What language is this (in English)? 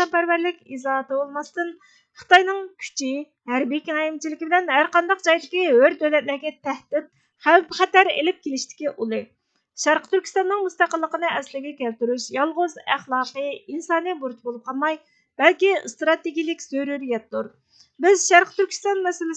Uyghur